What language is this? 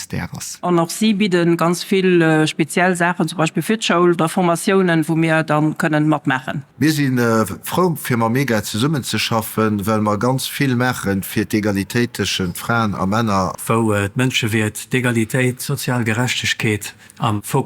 Luxembourgish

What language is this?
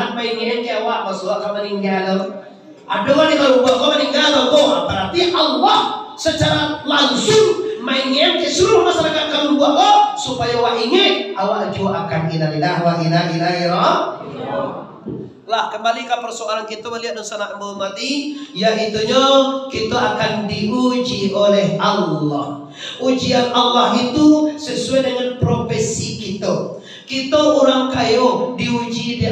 Minangkabau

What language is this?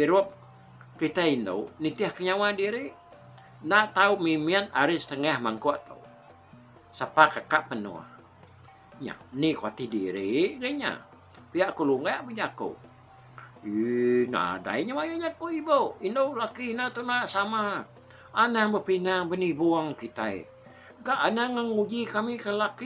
Iban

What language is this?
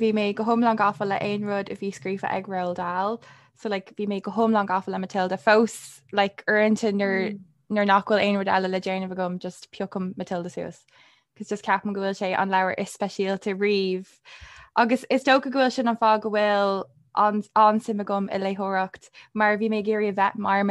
Irish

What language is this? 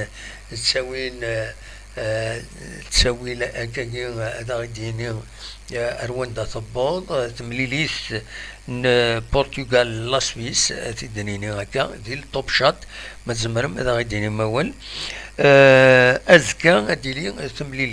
Kabyle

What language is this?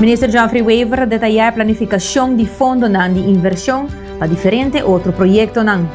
Papiamento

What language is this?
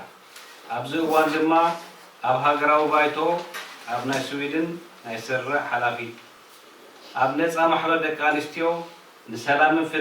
Tigrinya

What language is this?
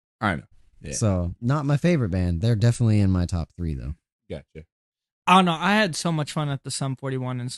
English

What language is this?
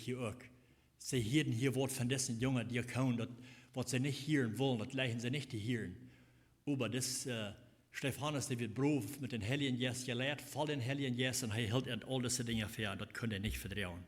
Plautdietsch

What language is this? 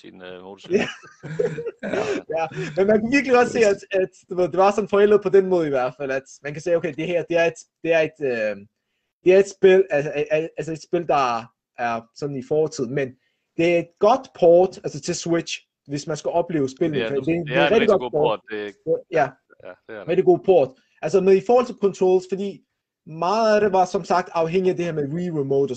Danish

